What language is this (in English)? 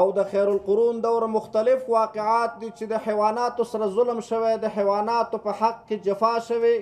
Pashto